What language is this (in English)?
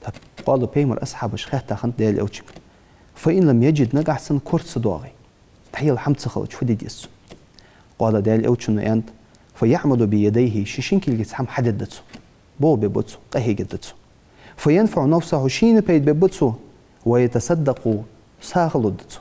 Ingush